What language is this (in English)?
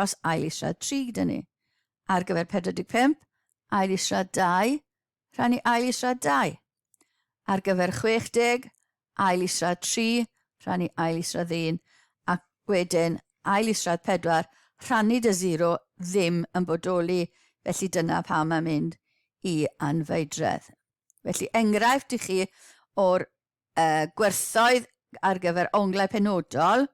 Welsh